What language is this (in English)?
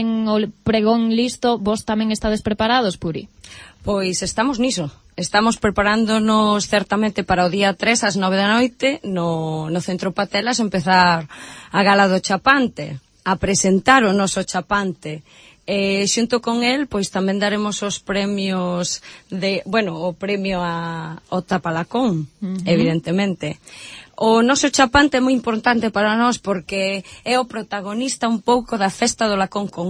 Galician